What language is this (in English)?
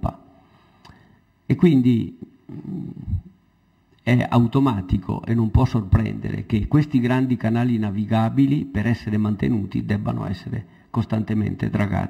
Italian